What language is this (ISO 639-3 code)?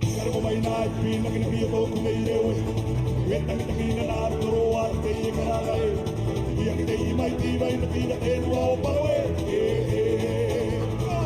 tah